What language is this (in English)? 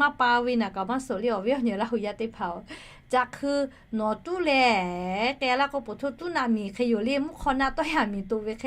Lahu